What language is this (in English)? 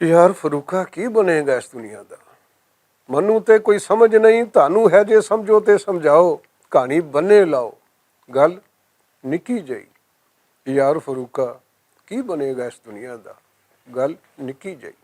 Western Panjabi